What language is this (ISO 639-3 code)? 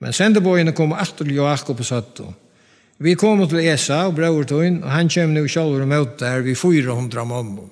fao